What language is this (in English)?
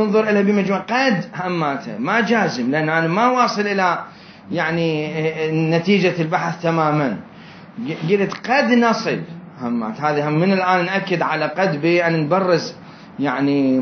Mesopotamian Arabic